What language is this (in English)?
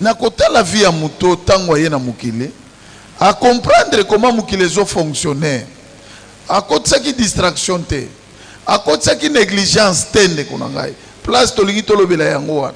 Lingala